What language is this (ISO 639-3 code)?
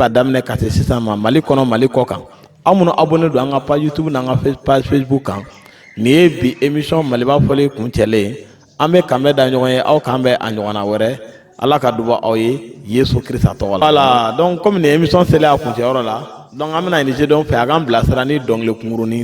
bam